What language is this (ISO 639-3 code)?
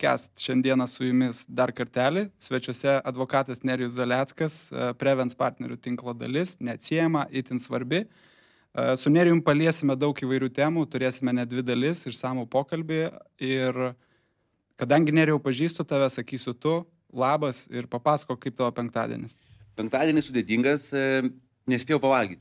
lit